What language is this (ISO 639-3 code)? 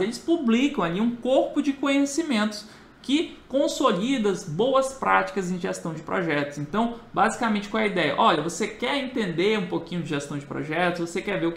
por